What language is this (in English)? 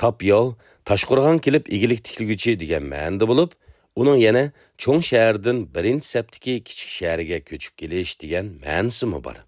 Uyghur